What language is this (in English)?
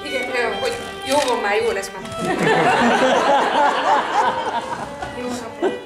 Hungarian